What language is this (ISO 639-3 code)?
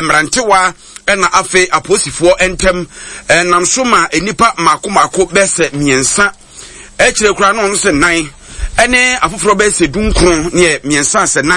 aka